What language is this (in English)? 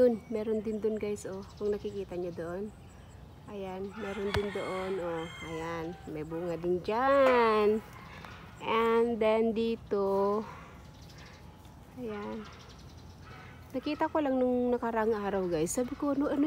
Filipino